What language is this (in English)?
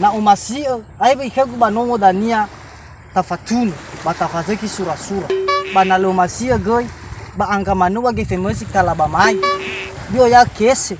Nias